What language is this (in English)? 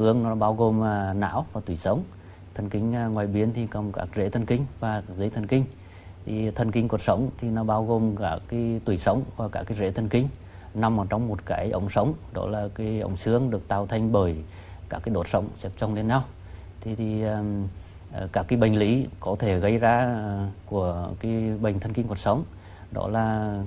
Vietnamese